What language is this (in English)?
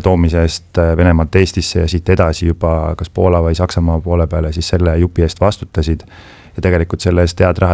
Estonian